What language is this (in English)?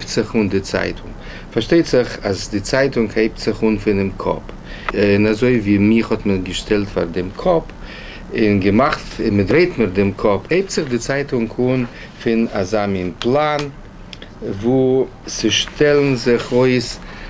Yiddish